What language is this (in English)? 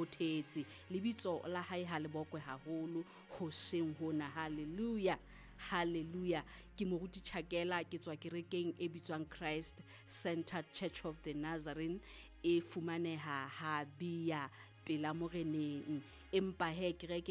Southern Sotho